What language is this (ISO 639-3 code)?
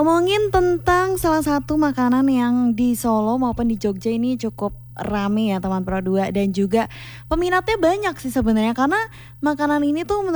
ind